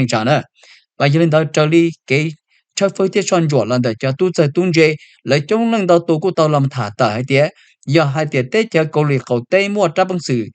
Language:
Hmong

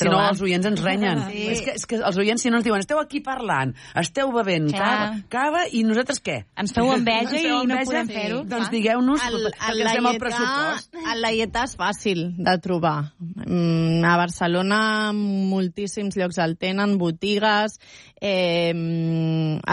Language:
Catalan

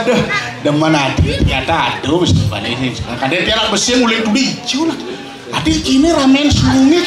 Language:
Balinese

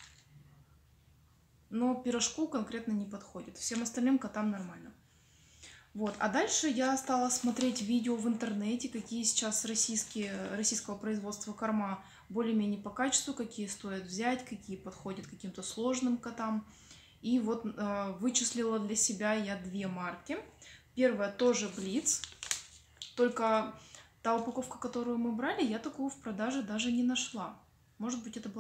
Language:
Russian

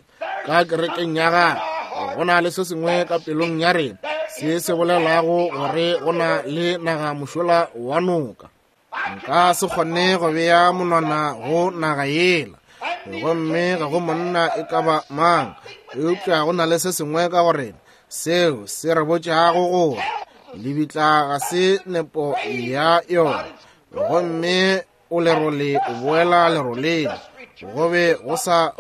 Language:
Northern Sotho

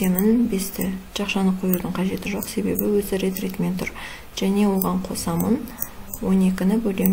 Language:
Kazakh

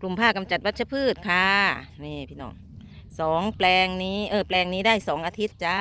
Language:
Northeastern Thai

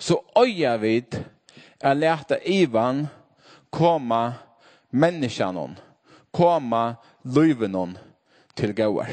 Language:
Faroese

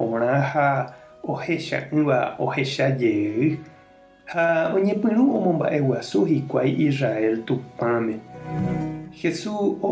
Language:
Guarani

